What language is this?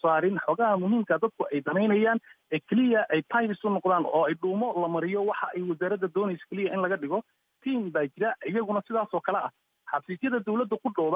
Somali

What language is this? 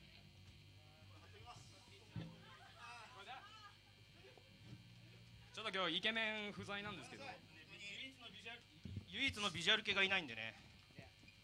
Japanese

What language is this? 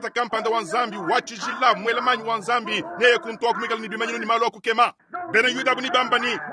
Luba-Lulua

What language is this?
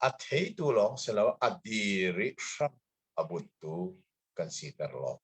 Hakha Chin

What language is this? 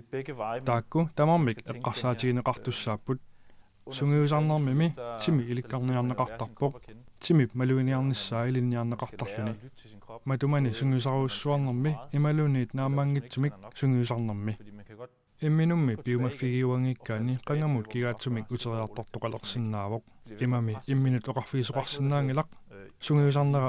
Kalaallisut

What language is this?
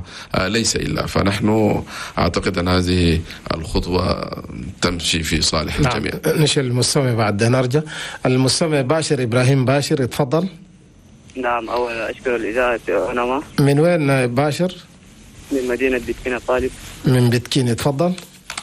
Chadian Arabic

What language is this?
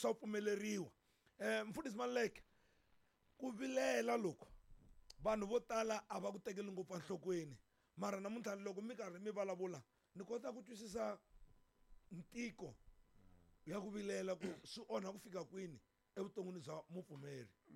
Tsonga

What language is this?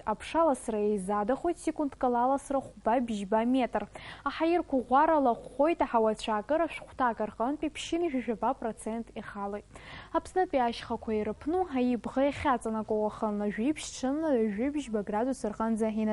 Abkhazian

